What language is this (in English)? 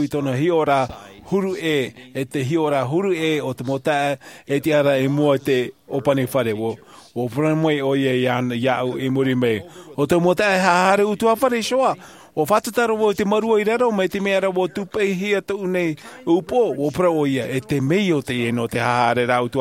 Tahitian